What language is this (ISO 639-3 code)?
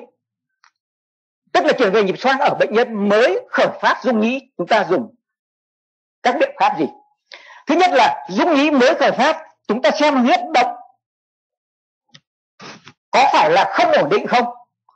vie